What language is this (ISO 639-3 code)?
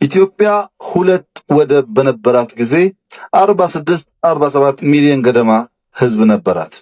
amh